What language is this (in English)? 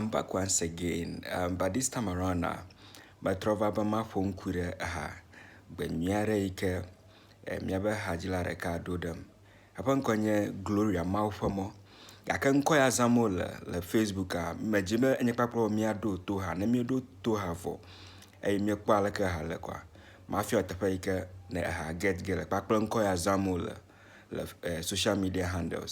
Ewe